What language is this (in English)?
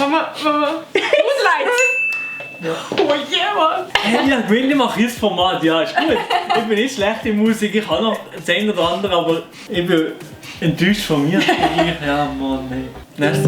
Swiss German